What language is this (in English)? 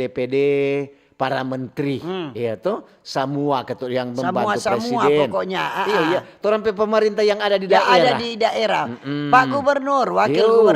Manado Malay